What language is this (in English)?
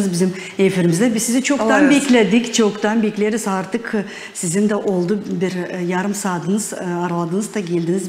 Gagauz